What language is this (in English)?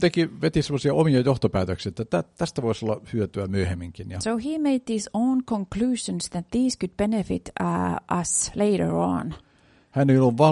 Finnish